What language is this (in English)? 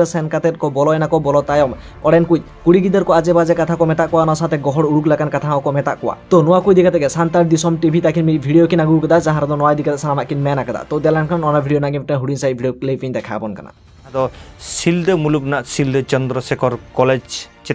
Santali